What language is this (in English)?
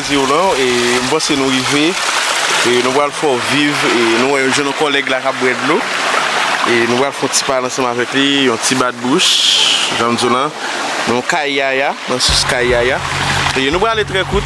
Haitian Creole